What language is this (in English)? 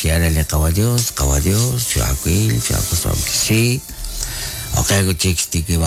Kekchí